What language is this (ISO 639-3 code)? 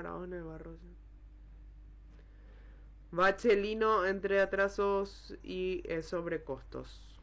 spa